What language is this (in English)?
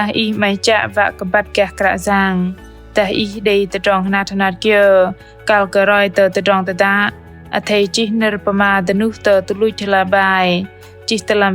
Bahnar